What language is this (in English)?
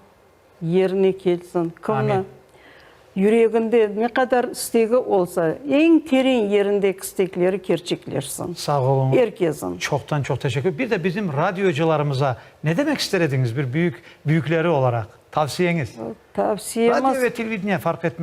Crimean Tatar